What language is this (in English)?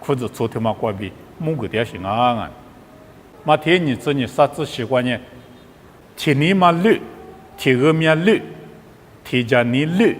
Lisu